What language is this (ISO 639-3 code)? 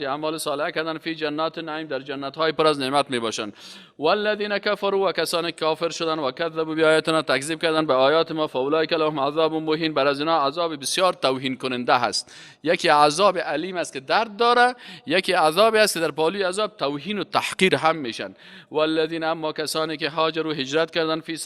fas